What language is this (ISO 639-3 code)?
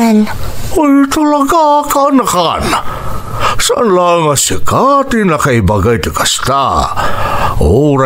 ilo